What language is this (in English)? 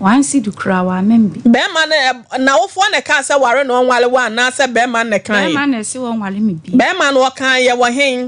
Akan